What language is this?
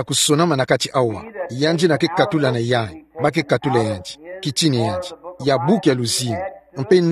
Kituba (Democratic Republic of Congo)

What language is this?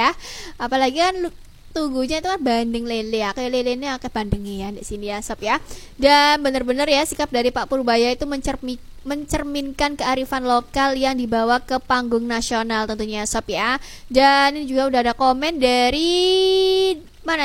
Indonesian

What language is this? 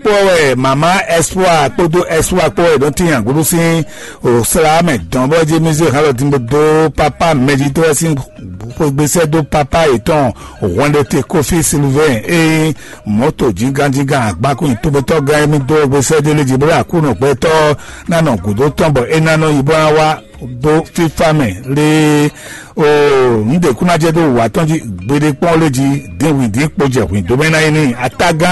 Fon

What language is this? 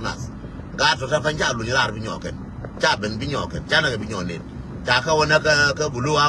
Nuer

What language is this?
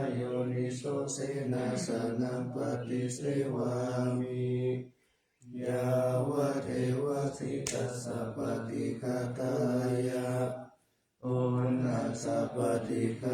Pali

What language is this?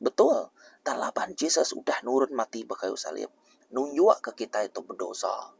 Iban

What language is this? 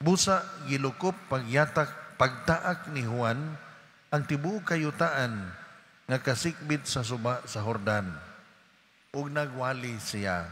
Cebuano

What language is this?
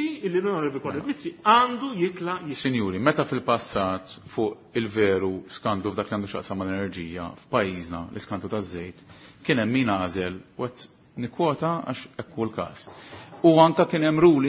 Maltese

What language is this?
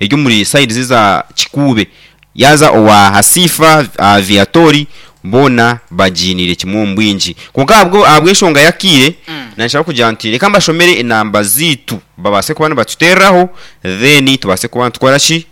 Nyankole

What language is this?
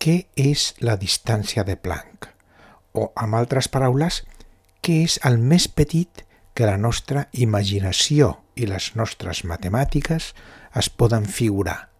Catalan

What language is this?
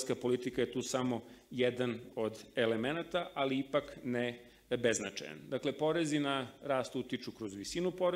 Serbian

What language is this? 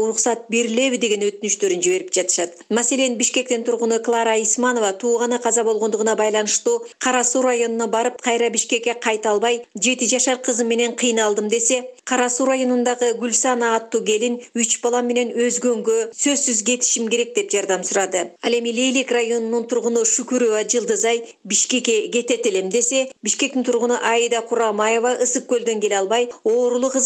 Kyrgyz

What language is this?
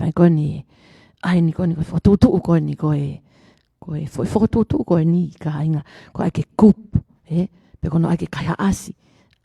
Tongan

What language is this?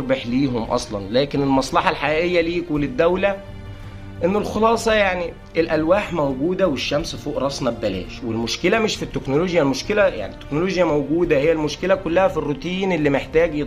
Egyptian Arabic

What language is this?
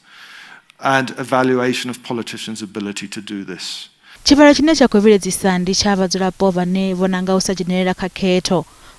Venda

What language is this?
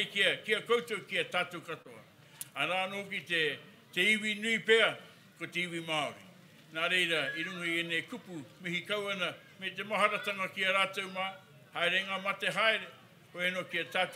Māori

